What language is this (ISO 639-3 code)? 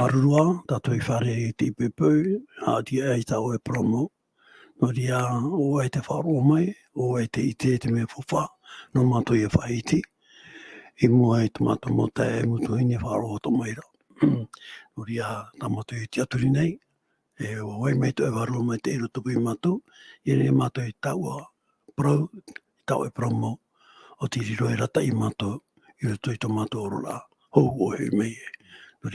tah